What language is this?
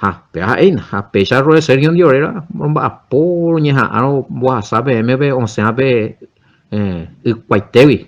Guarani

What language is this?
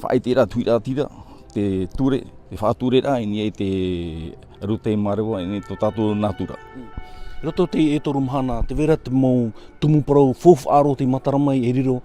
Tahitian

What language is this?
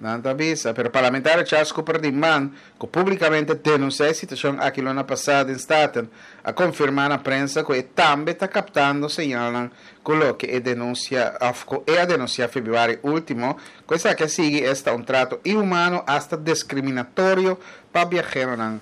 Papiamento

